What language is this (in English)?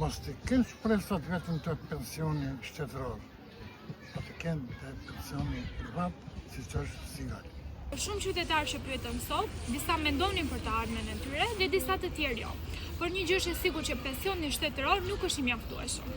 Albanian